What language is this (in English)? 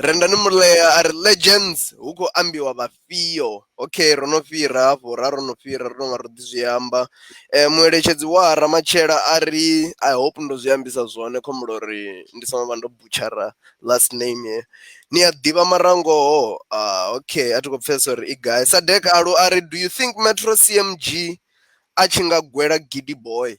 Venda